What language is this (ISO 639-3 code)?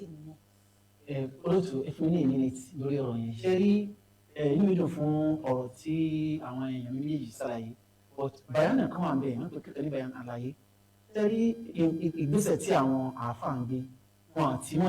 yor